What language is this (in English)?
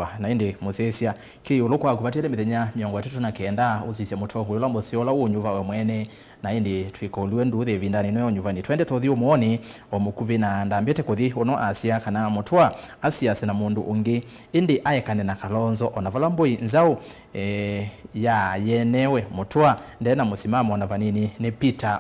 Kamba